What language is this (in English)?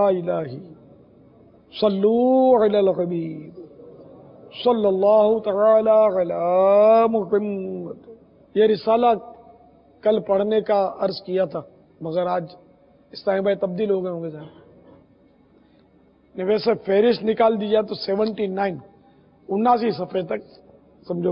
Urdu